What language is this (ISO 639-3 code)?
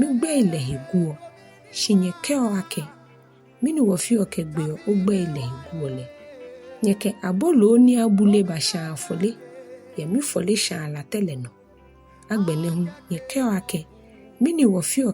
gaa